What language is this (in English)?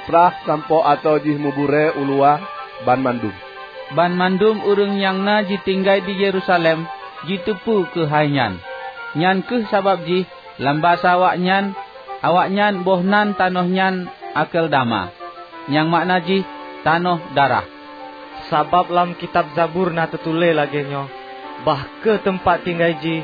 Achinese